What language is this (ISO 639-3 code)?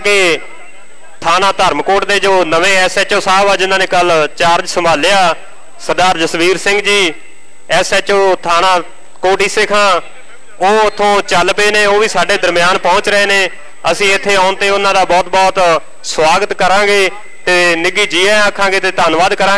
pan